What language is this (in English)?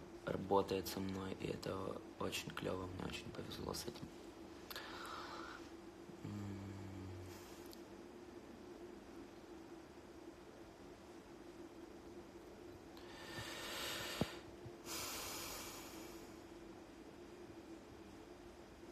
Russian